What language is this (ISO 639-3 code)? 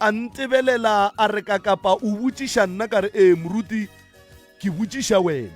nso